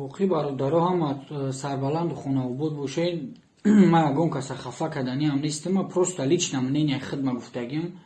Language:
Tajik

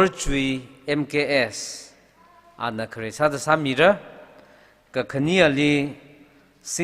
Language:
Tangkhul Naga (India)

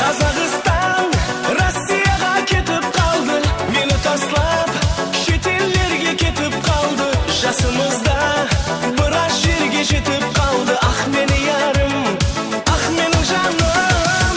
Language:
Kara-Kalpak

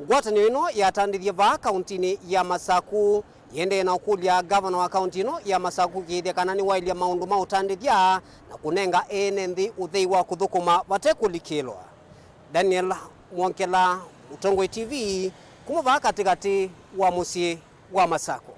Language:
Kamba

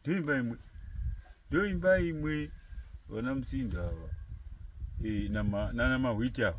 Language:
Shona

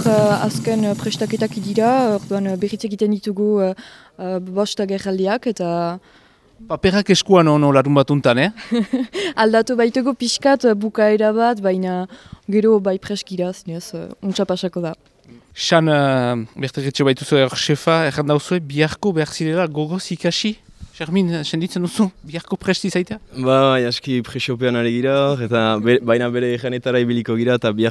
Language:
Basque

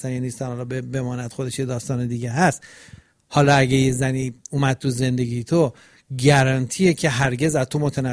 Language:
Persian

